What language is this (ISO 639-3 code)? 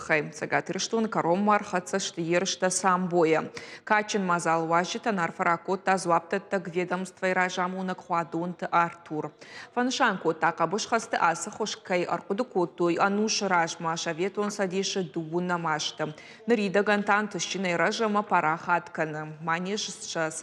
oss